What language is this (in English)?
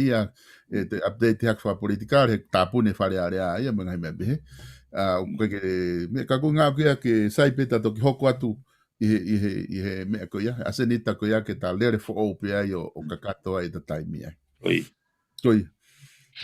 Tongan